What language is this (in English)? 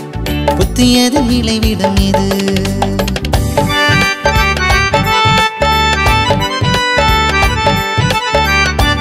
Tamil